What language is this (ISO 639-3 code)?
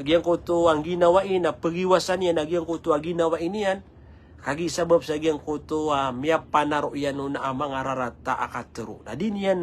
mrw